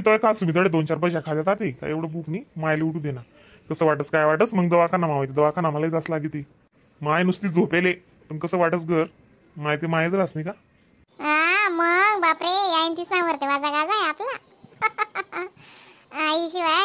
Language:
Khandesi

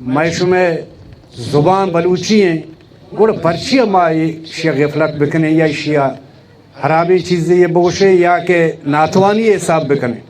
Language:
Baluchi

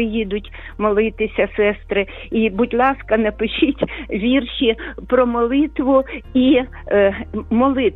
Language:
Ukrainian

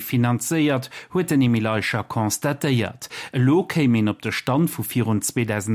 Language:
Luxembourgish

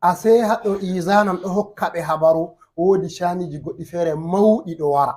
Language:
Fula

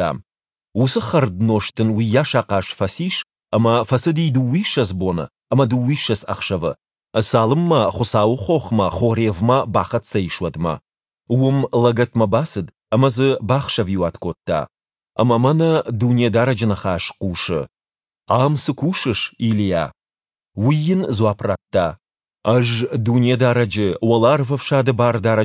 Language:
Ossetic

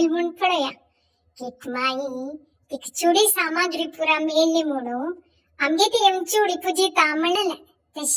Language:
Konkani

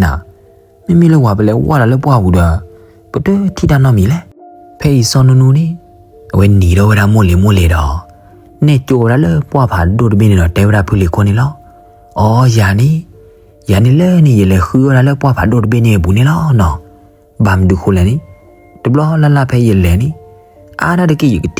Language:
S'gaw Karen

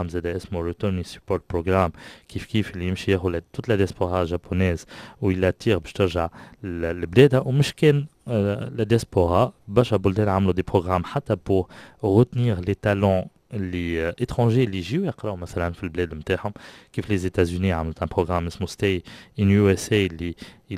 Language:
Tunisian Arabic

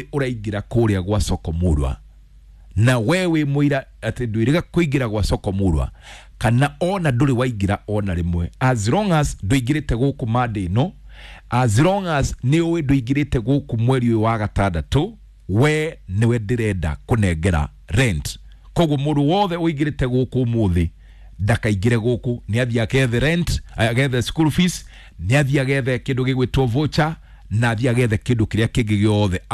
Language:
Kikuyu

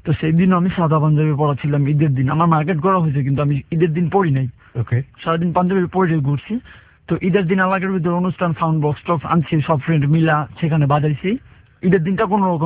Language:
Bangla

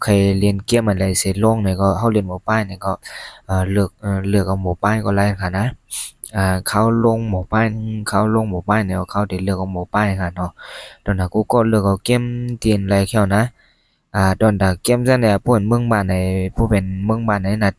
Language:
Shan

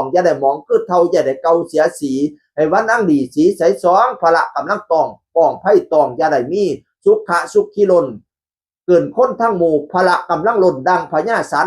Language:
Northeastern Thai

